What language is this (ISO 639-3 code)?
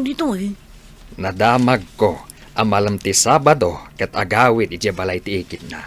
ilo